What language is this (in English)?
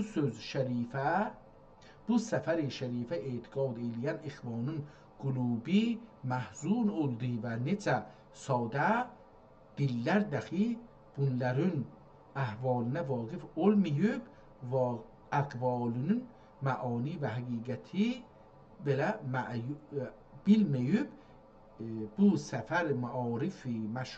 South Azerbaijani